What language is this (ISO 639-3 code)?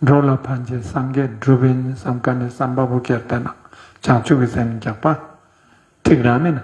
lbj